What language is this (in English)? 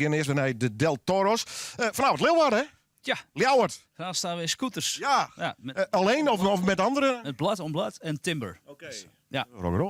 Western Frisian